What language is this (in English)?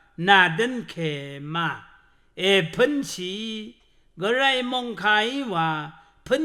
Rawang